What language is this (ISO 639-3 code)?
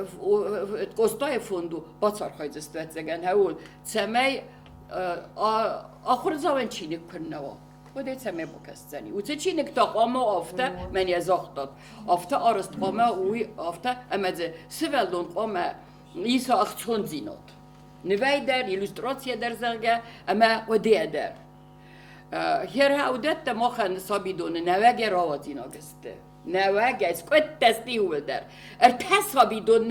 oss